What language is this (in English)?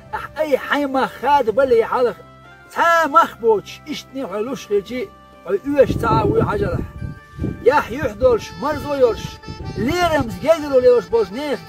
Chechen